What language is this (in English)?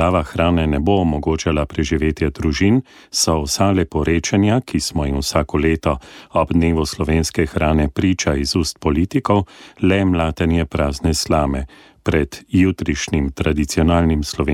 Slovenian